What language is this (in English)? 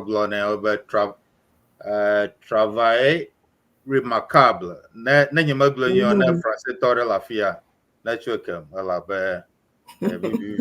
Ewe